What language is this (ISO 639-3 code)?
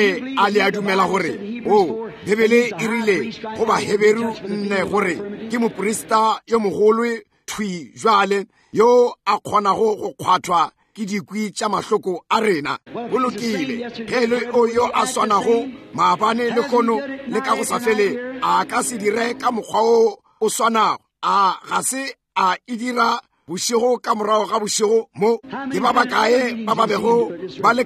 nso